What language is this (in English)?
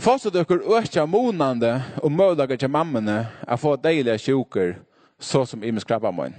Faroese